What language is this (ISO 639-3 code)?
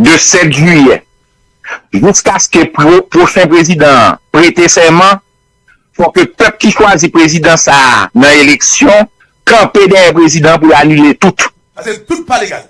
hat